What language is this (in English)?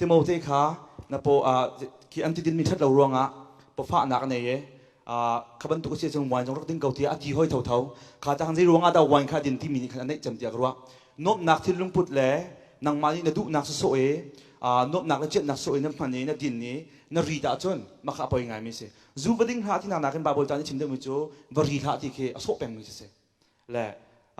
Hakha Chin